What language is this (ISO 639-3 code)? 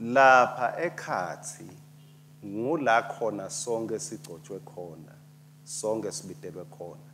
ssw